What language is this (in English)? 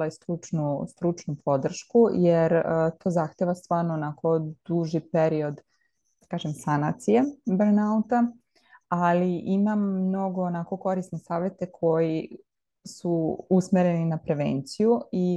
Serbian